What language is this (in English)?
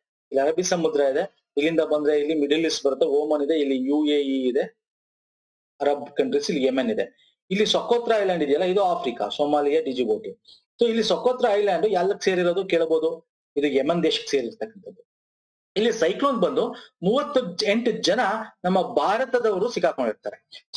Kannada